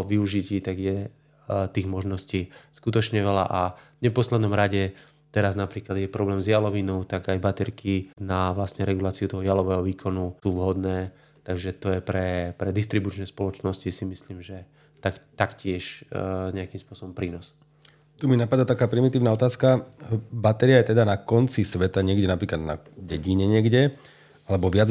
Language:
Slovak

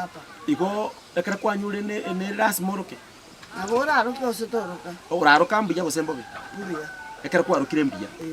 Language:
Gusii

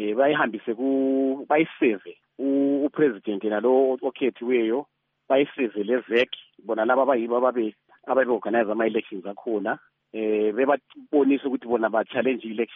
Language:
North Ndebele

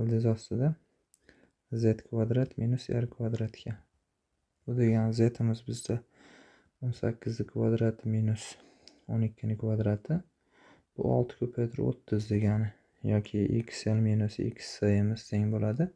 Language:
Uzbek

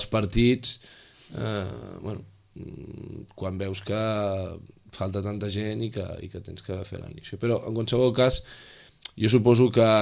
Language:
Catalan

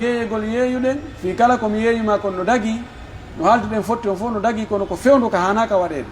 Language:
Pular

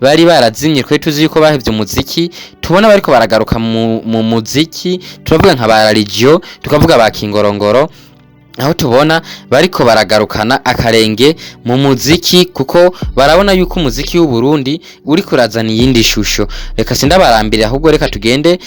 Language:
Rundi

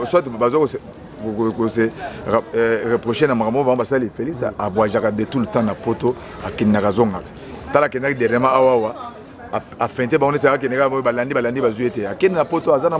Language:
Lingala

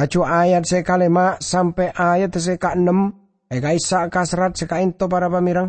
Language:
Madurese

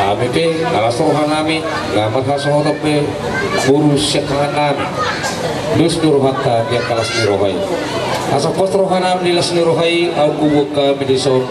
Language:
Batak Toba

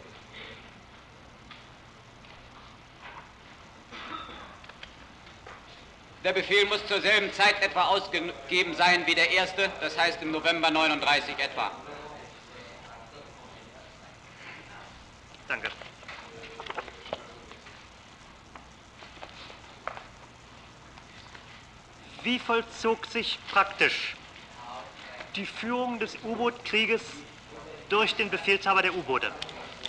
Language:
German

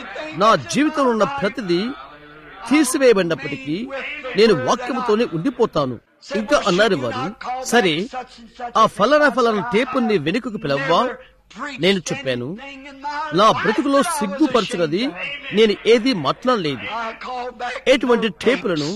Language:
Telugu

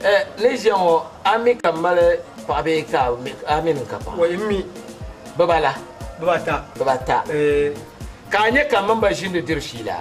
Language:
Dagbani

